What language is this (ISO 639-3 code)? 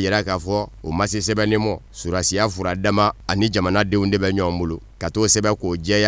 bam